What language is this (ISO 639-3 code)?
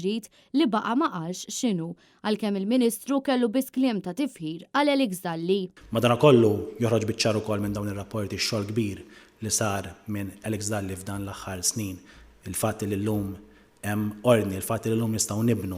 mlt